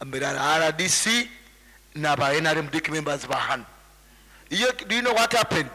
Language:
Nyankole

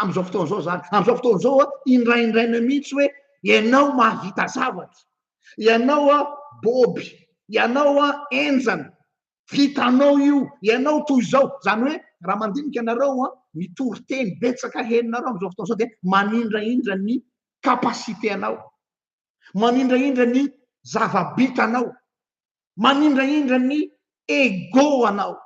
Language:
Malagasy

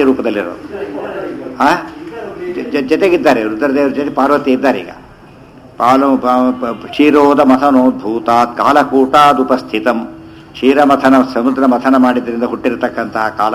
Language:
Kannada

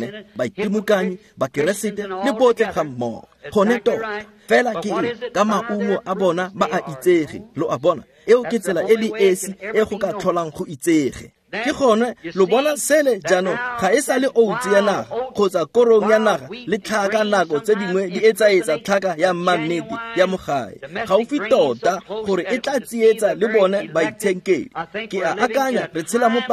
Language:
Tswana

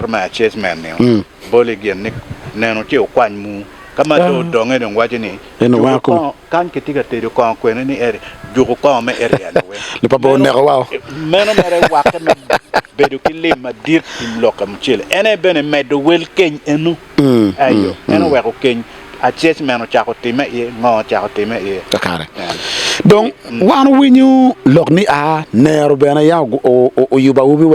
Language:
Acoli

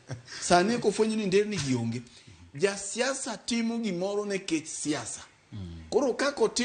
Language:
Luo (Kenya and Tanzania)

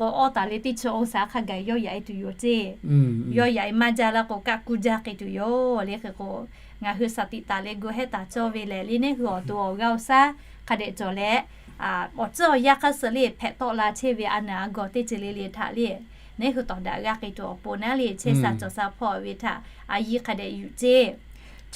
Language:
Lahu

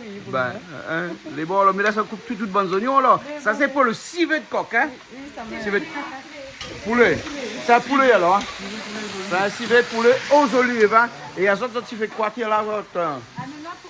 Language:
Réunion Creole French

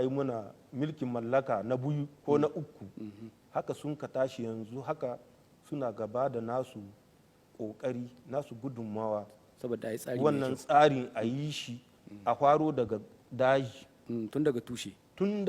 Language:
Hausa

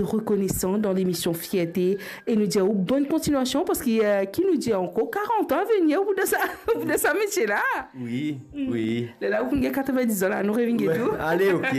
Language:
Morisyen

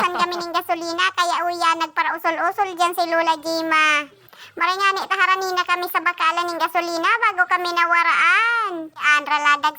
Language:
Bikol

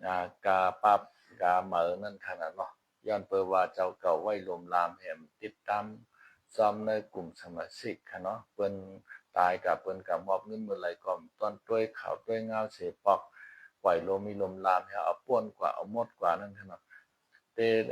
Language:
Shan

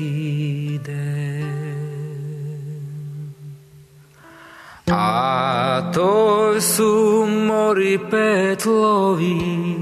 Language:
Serbian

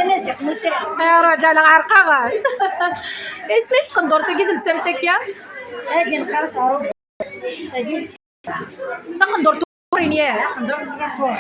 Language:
Kabyle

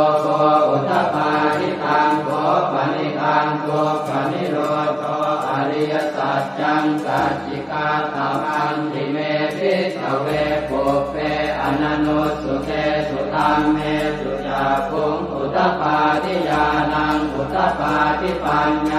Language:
Pali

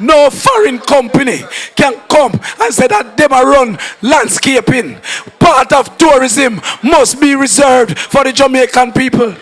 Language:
Jamaican Creole English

